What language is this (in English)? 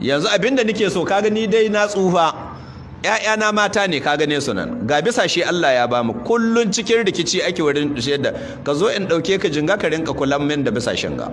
Hausa